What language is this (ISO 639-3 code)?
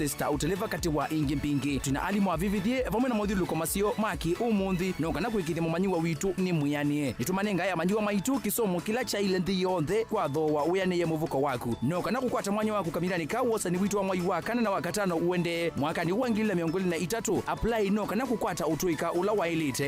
kam